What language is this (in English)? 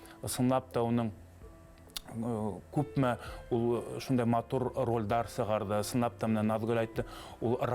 Bashkir